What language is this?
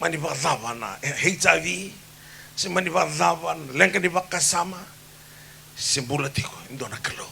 Fijian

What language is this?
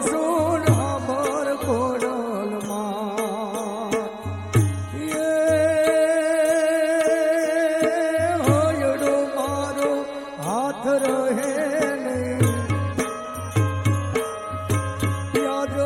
Gujarati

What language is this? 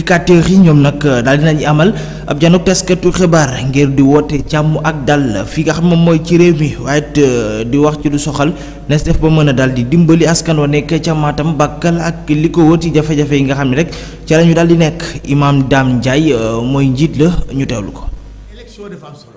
Wolof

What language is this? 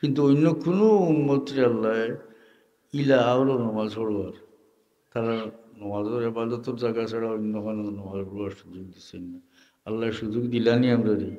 Sylheti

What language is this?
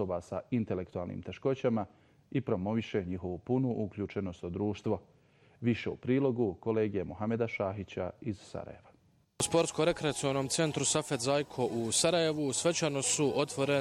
Bosnian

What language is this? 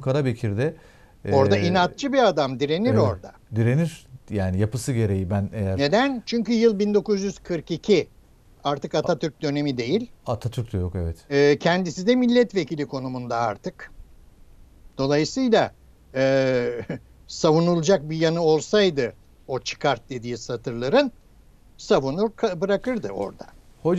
Turkish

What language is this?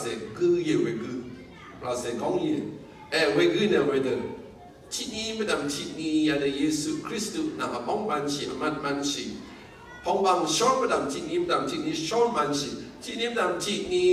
Rawang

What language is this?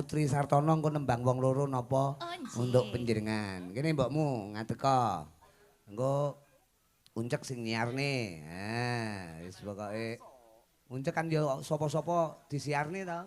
Javanese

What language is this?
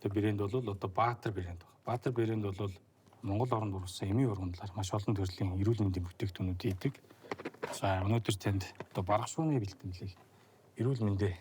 Mongolian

